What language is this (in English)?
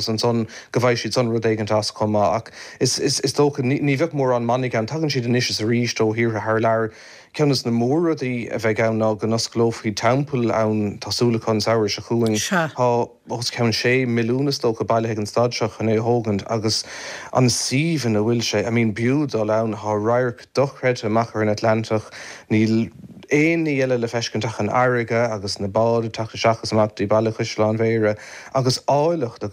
Irish